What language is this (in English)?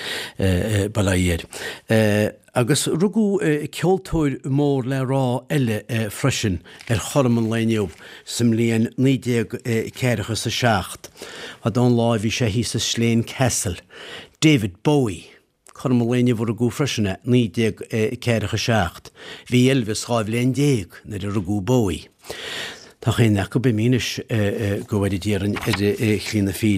Irish